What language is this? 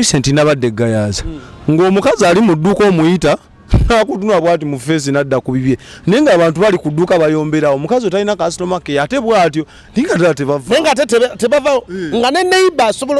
Ganda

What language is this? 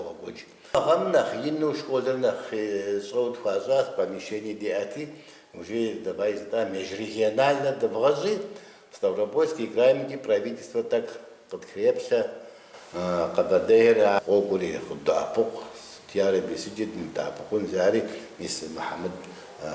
Kabardian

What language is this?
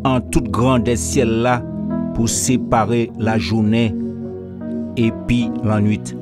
Guadeloupean Creole French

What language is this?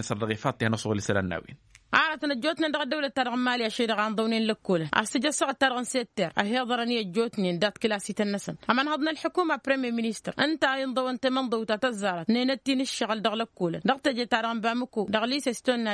Tamasheq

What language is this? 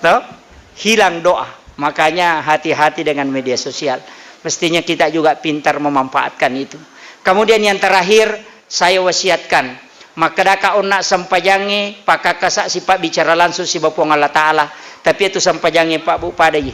Buginese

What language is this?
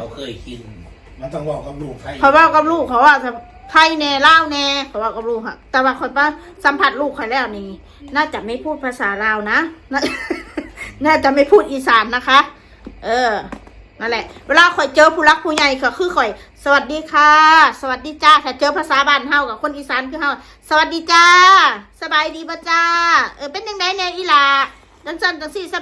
Northeastern Thai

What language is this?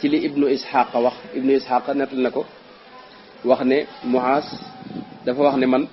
Wolof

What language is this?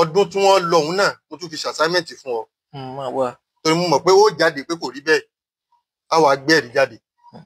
Yoruba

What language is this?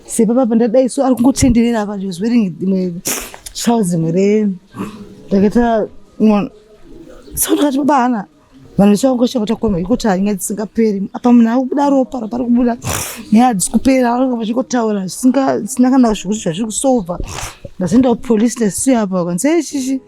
Shona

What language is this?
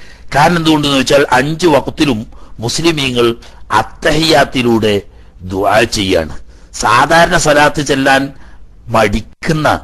Malayalam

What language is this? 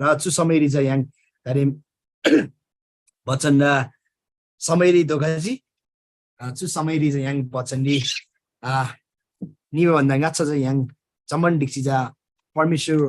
Eastern Tamang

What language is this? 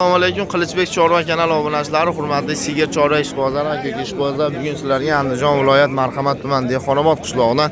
Uzbek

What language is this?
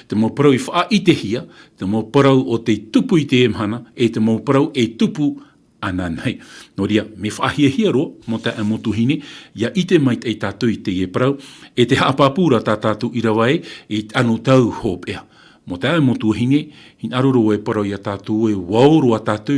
Tahitian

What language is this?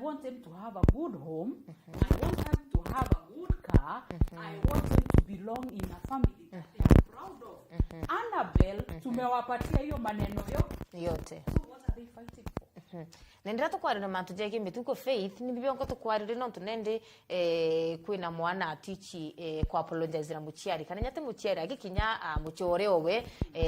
Meru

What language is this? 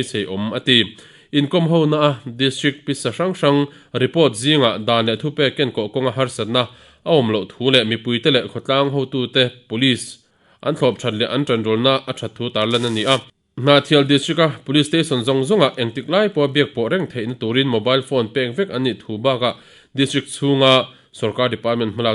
Mizo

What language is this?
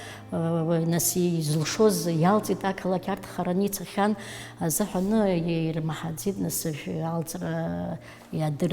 Abkhazian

